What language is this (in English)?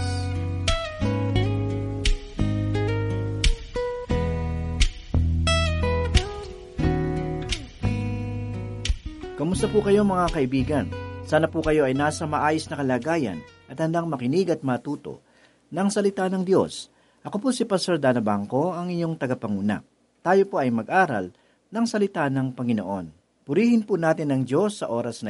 Filipino